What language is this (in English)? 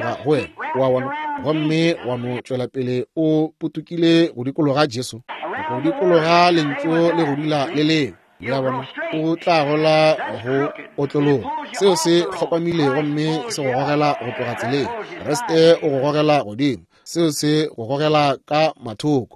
Northern Sotho